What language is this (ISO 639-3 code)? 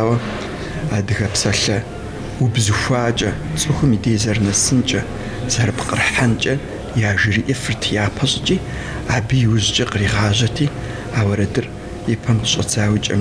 kbd